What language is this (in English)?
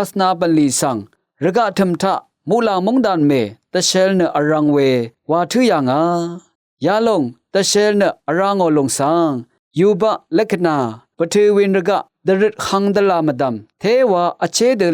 Rawang